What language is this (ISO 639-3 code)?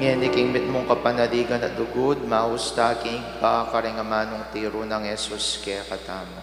pam